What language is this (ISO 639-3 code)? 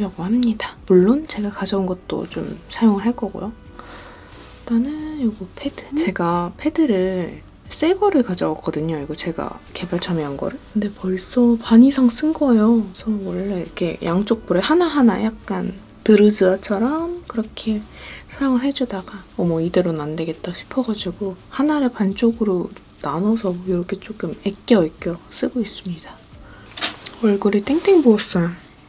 kor